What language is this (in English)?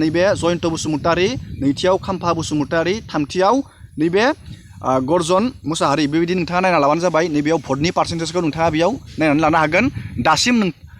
Bodo